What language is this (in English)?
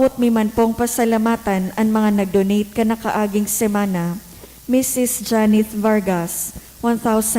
Bikol